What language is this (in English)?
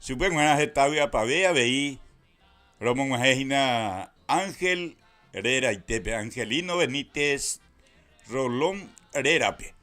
Guarani